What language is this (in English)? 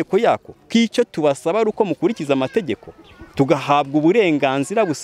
Kinyarwanda